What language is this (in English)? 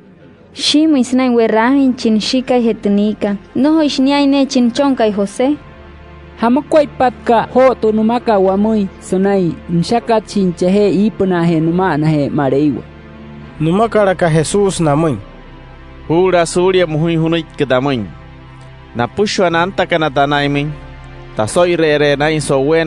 Wayuu